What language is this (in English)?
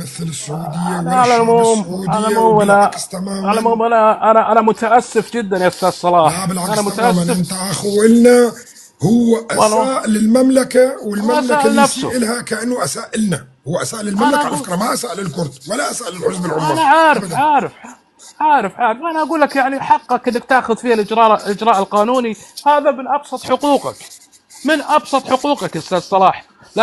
North Levantine Arabic